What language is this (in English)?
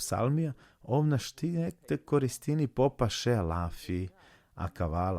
Balkan Romani